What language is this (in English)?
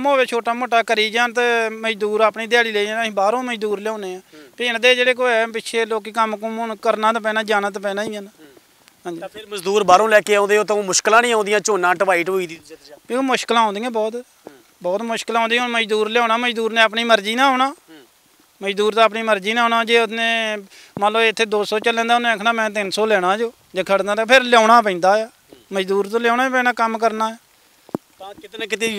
Punjabi